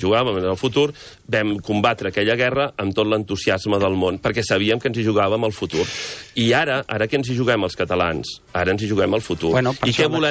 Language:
Catalan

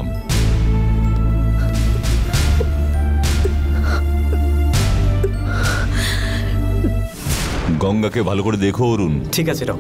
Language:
Bangla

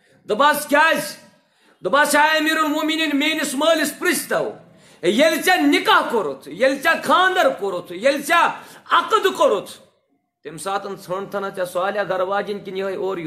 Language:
Kashmiri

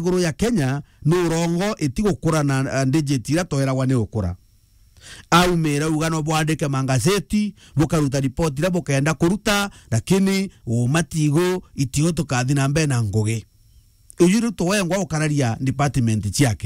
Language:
Meru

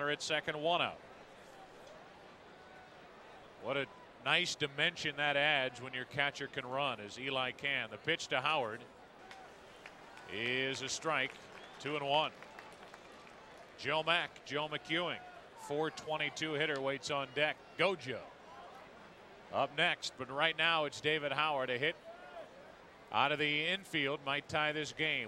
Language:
English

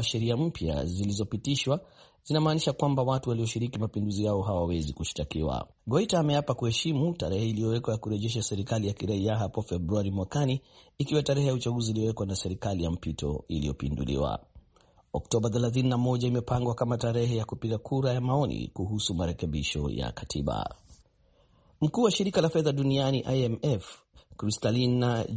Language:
Swahili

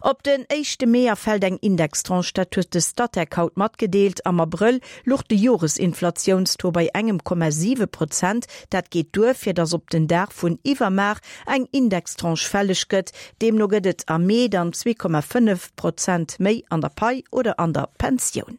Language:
Luxembourgish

